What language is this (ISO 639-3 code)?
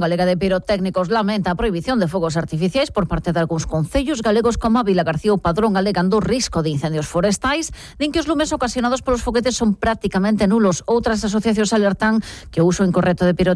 glg